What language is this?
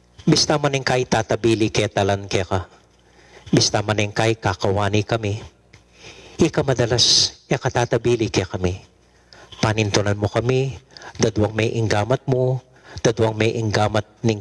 Pampanga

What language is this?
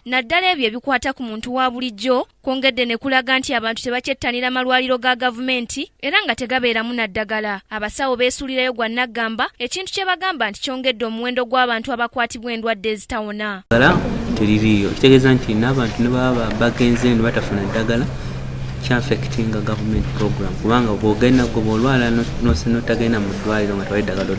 Ganda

